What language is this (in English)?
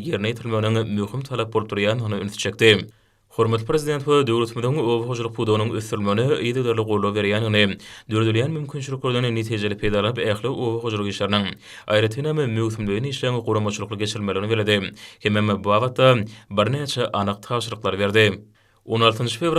Turkmen